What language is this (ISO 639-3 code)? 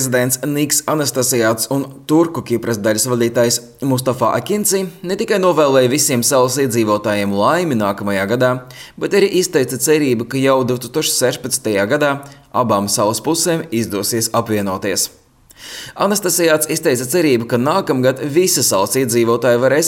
lav